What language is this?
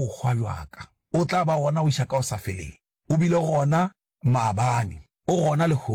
Northern Sotho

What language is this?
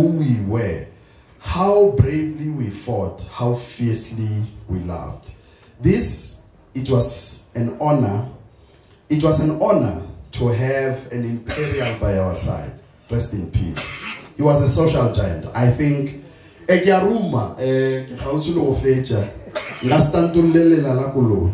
Northern Sotho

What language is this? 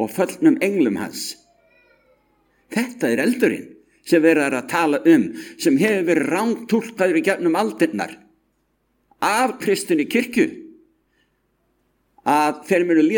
Icelandic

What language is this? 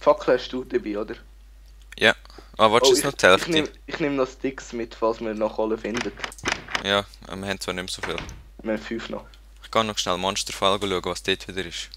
Swiss German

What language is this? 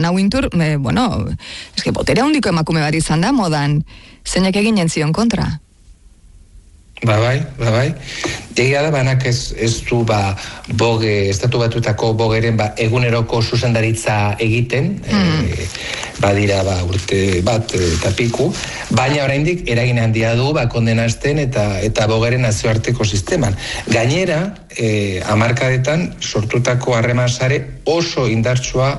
Basque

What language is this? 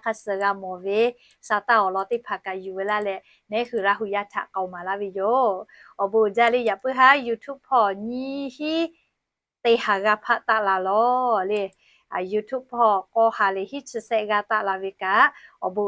Lahu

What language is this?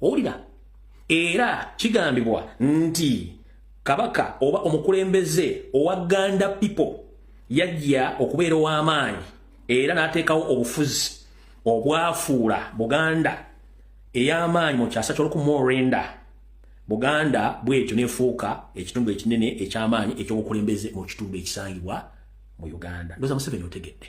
Ganda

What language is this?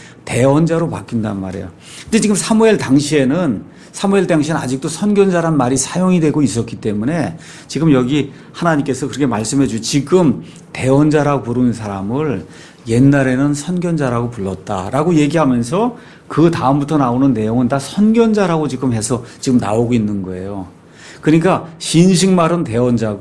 Korean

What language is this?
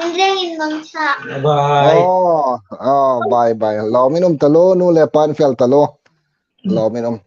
Hmar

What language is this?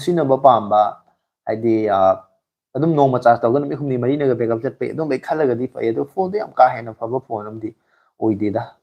Manipuri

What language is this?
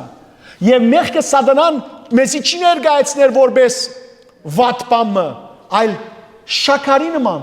Western Armenian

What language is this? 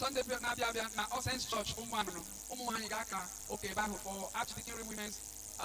Igbo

